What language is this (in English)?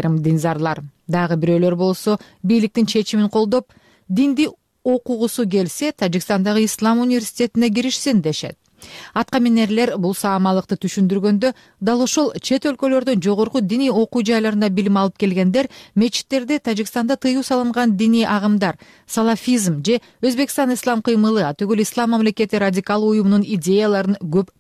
Kyrgyz